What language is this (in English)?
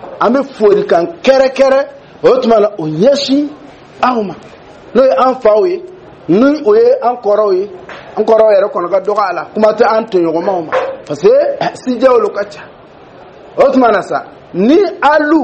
Dyula